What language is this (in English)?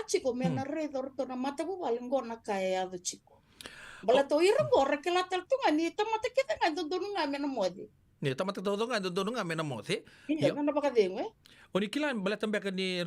Fijian